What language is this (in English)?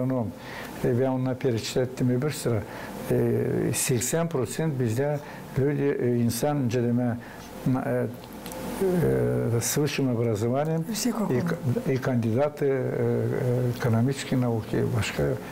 Gagauz